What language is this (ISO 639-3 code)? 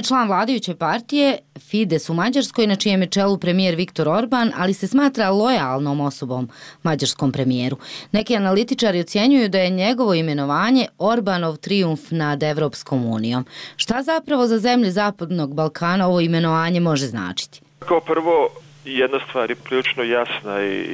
bos